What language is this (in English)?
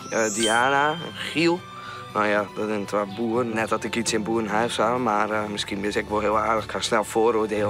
Western Frisian